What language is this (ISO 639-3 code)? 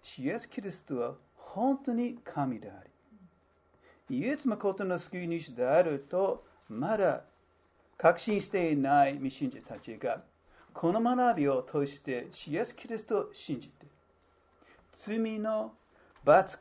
jpn